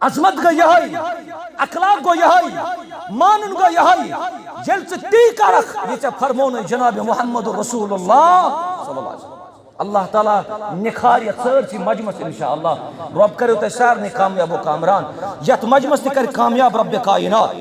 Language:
Kashmiri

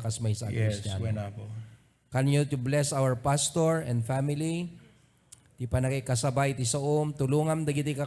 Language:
Iloko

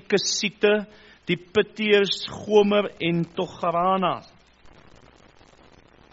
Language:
Afrikaans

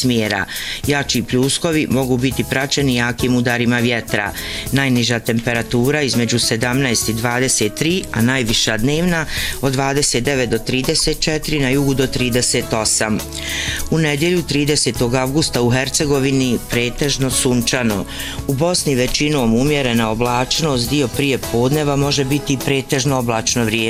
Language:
Bosnian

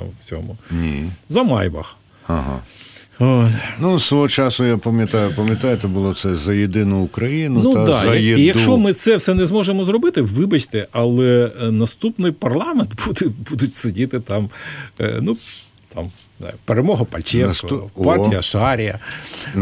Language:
Ukrainian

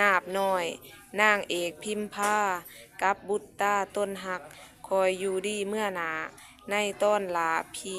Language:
Lao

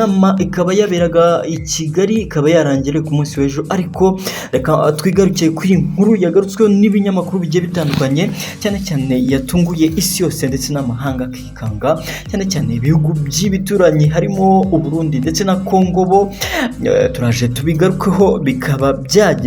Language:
Kinyarwanda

